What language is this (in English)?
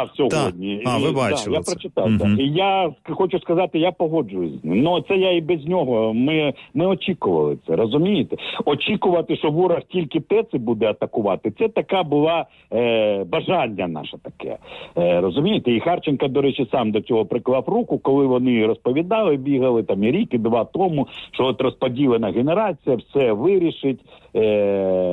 Ukrainian